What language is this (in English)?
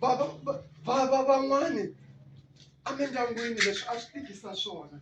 Tsonga